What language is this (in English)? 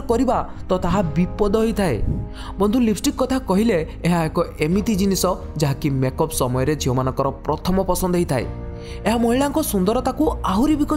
Odia